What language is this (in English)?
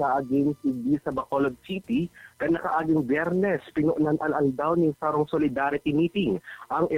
Bikol